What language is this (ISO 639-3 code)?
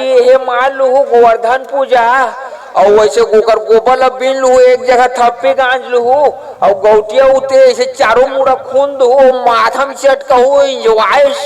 hne